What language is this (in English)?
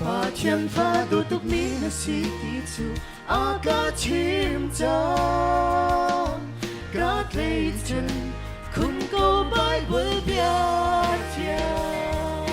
Hakha Chin